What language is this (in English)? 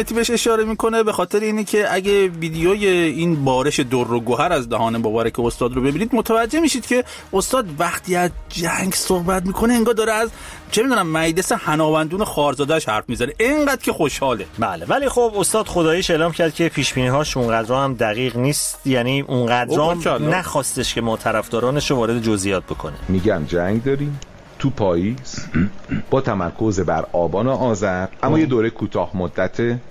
Persian